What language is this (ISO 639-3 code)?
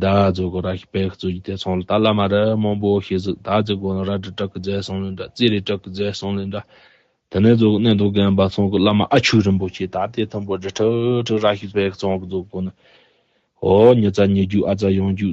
bod